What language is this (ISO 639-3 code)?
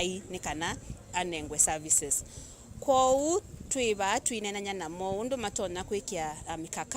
kam